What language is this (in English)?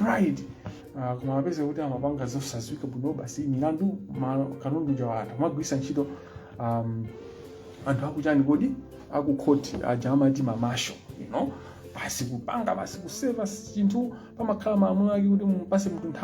Nyanja